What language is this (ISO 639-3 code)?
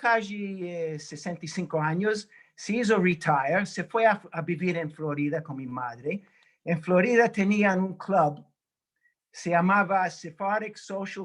lad